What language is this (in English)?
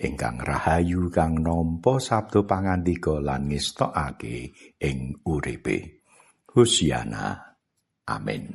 Javanese